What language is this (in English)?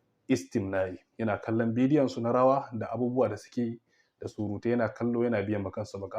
Hausa